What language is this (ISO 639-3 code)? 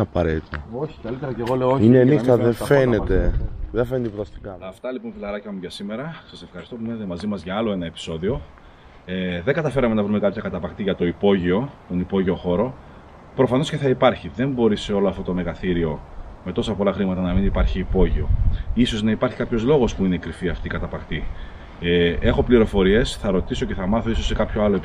ell